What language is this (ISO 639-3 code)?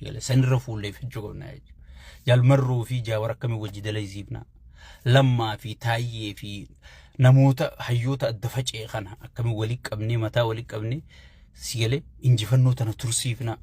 orm